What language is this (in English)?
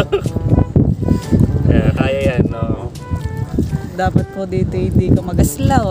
Filipino